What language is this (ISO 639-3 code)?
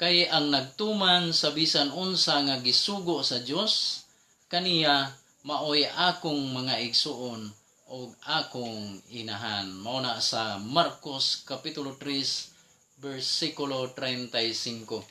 ceb